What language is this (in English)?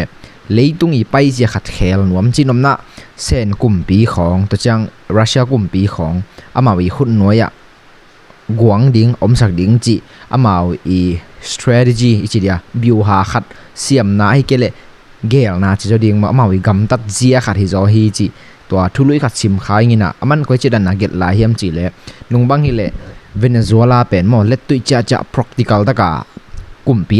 Tedim Chin